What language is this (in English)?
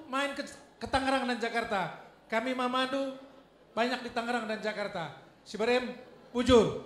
Batak Karo